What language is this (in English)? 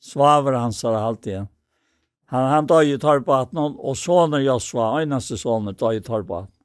Faroese